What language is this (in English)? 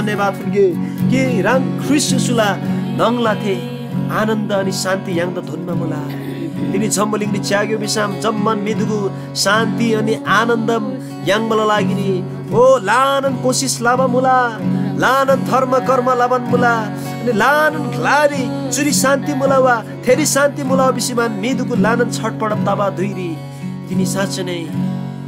Eastern Tamang